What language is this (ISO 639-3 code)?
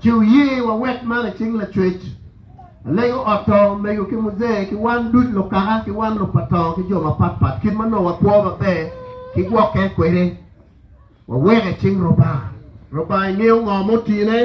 ach